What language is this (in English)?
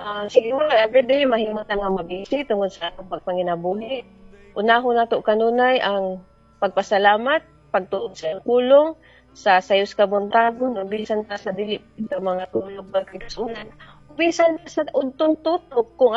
Cebuano